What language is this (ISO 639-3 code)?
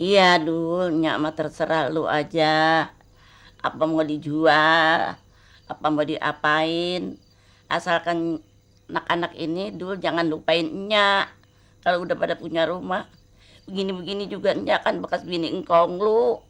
bew